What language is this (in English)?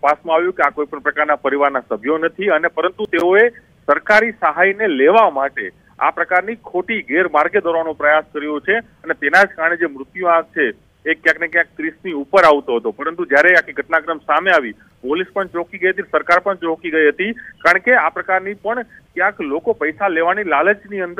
Gujarati